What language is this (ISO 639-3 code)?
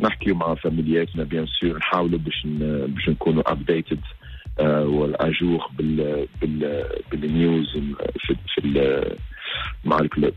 aeb